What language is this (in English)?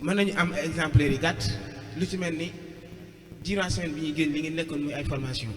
Wolof